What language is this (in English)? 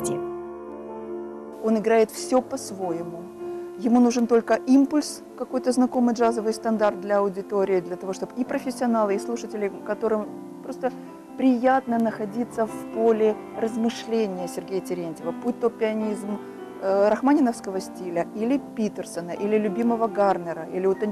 Russian